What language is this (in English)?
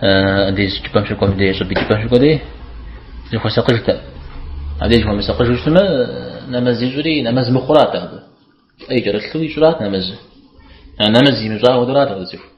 Kabardian